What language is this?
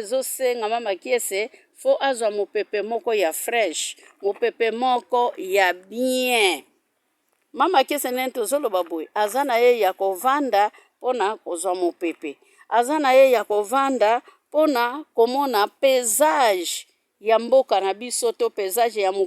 Lingala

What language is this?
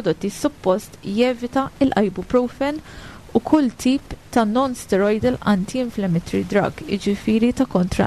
Maltese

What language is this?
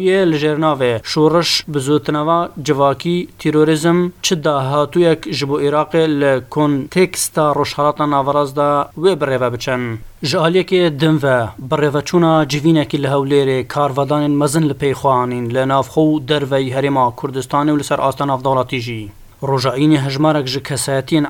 Kurdish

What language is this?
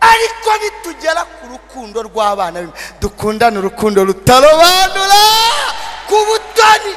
Kinyarwanda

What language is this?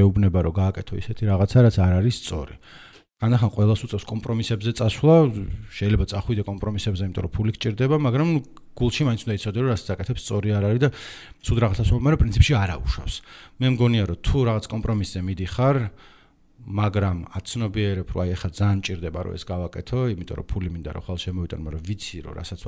Georgian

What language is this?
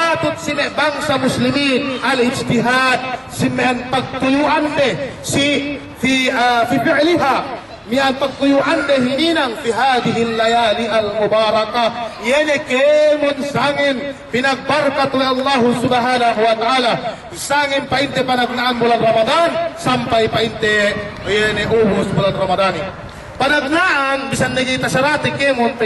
Yakan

